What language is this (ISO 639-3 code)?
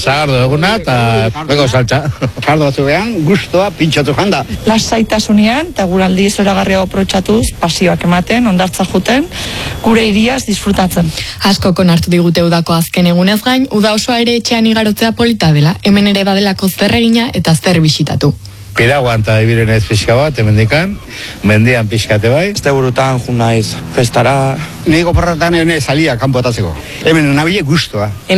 eus